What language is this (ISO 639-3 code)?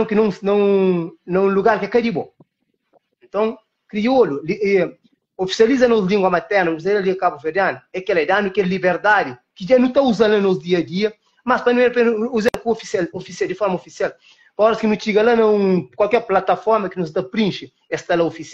kea